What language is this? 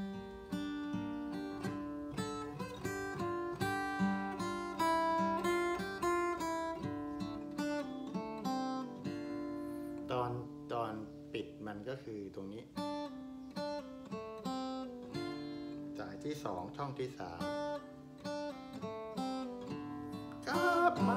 Thai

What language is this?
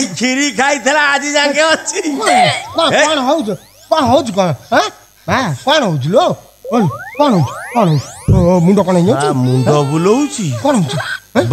Odia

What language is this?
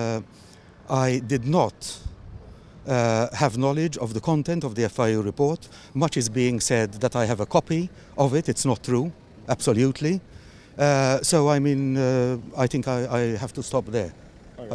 English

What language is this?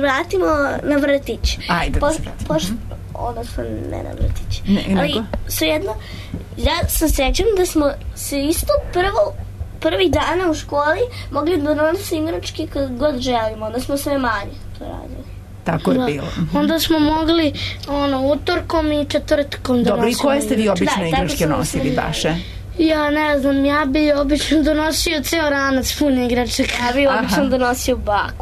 Serbian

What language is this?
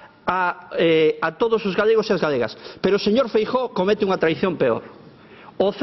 Galician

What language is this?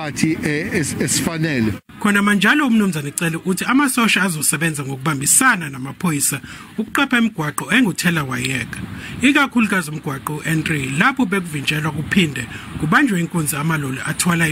Zulu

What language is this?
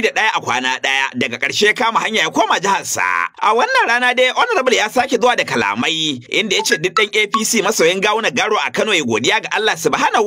Hausa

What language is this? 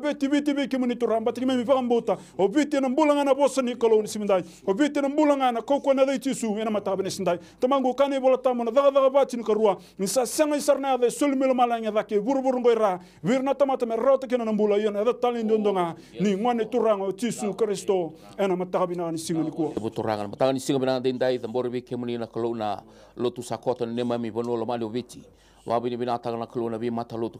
Fijian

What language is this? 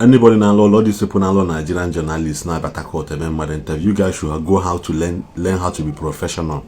Igbo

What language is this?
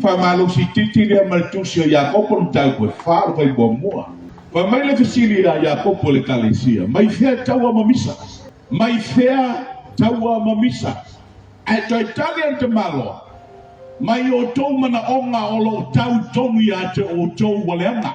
Samoan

